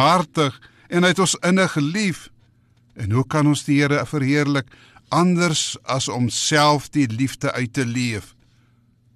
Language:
Afrikaans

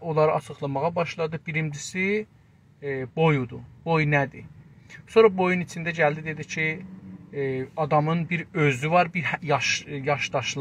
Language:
South Azerbaijani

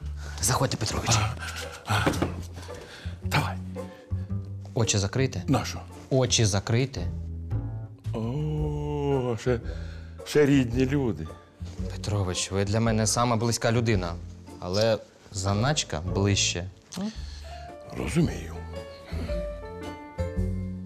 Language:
Ukrainian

